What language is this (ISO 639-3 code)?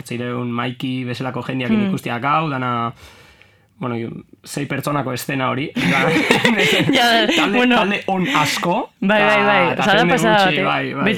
eus